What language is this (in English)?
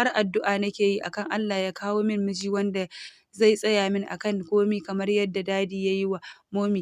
Hausa